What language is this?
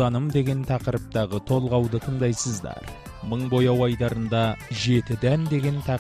Kazakh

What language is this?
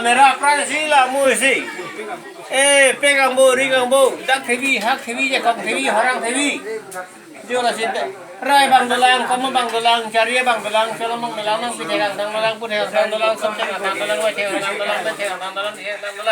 Karbi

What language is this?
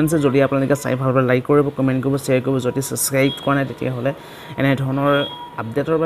Assamese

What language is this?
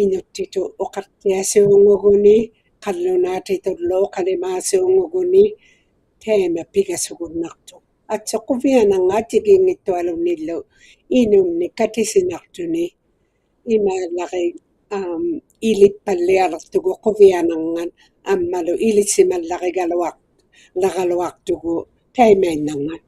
Inuktitut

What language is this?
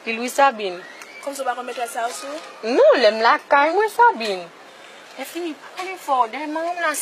Haitian Creole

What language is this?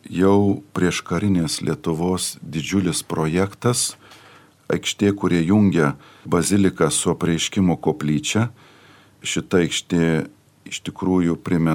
Lithuanian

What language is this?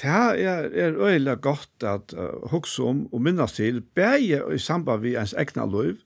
Faroese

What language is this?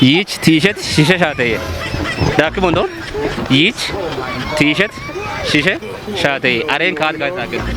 Kafa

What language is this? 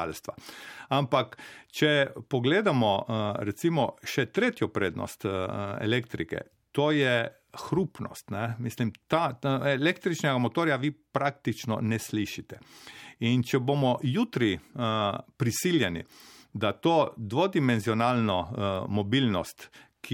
Slovenian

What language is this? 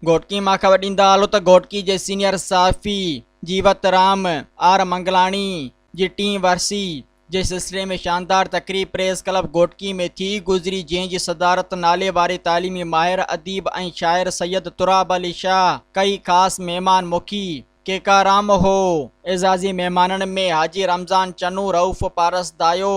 Sindhi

